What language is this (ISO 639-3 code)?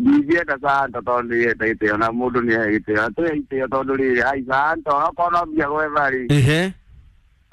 kik